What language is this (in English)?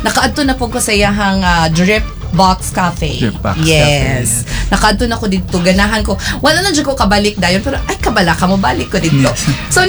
Cebuano